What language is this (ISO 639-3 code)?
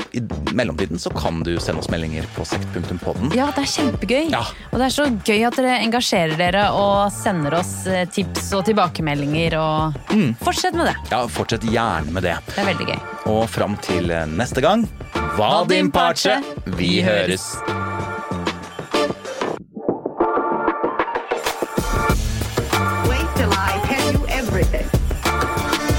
nor